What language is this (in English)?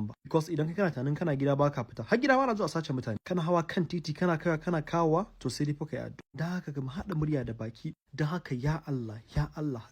Hausa